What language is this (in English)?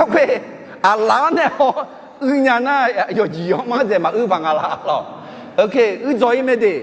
Akha